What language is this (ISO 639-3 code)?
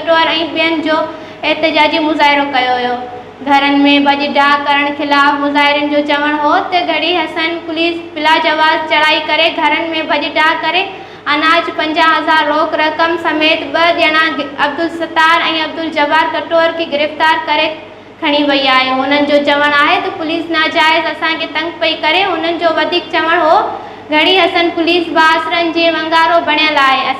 snd